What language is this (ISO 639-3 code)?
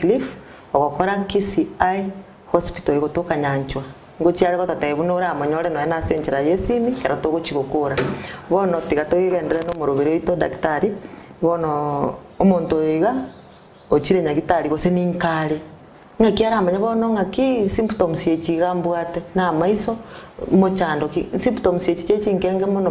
guz